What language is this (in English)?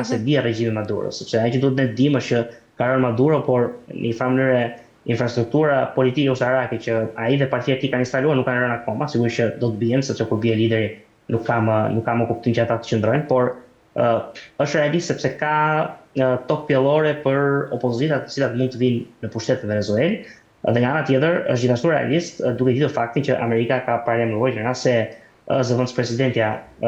Albanian